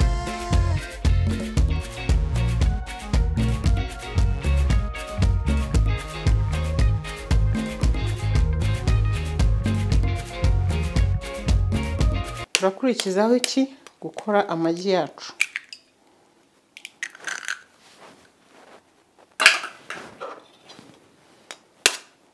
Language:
Kinyarwanda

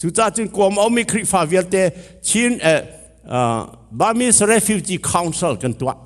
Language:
Hakha Chin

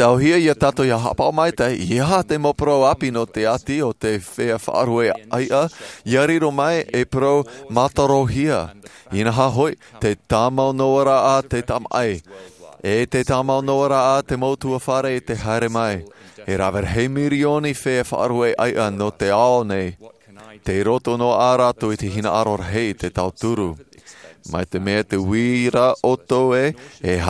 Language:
Tahitian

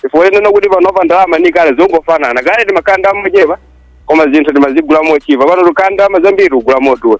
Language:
Nyanja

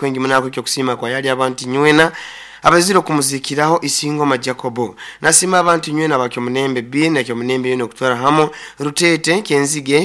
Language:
Nyoro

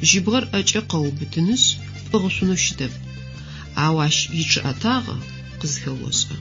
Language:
Adyghe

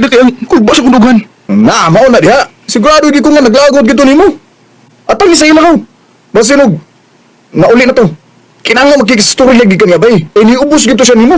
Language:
Cebuano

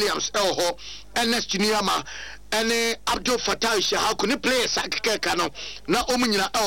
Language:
Akan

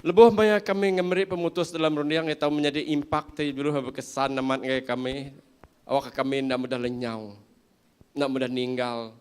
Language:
Iban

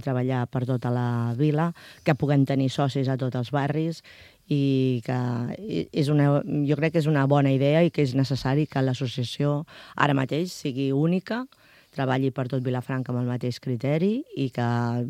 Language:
Catalan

